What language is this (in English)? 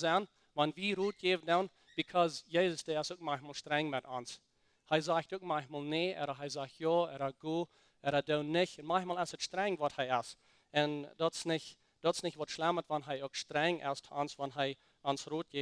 Plautdietsch